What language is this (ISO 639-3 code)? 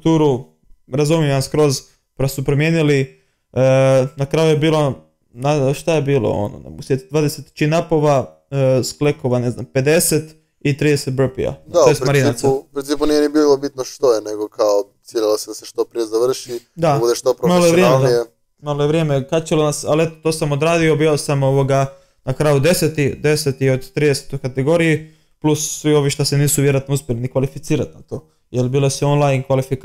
hrv